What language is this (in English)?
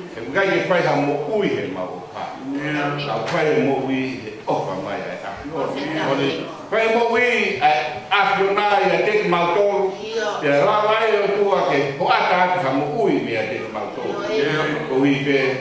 Tongan